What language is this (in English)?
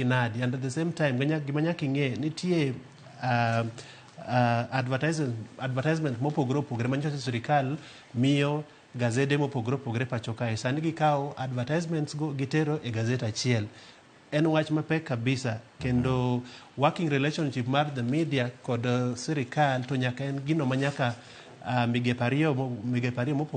Luo (Kenya and Tanzania)